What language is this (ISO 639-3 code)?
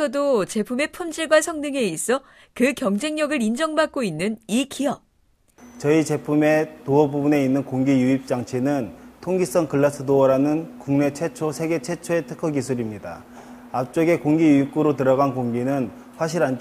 kor